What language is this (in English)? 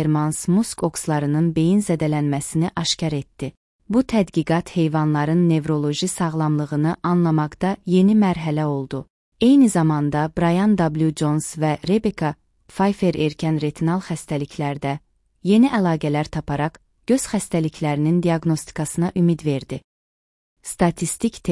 Azerbaijani